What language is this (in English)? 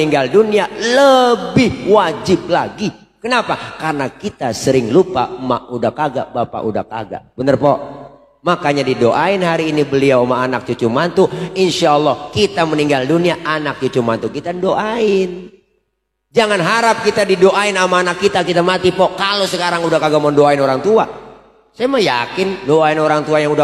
Betawi